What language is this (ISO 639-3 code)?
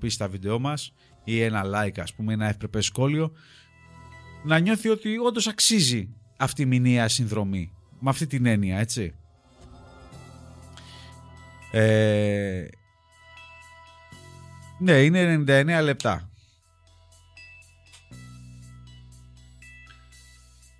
ell